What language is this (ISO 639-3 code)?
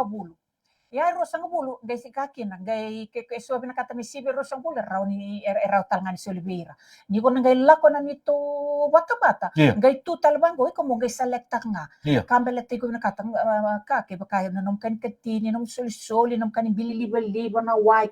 fij